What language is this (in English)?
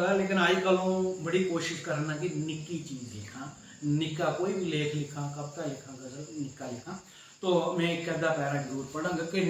Dogri